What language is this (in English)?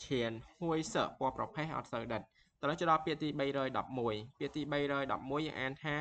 Khmer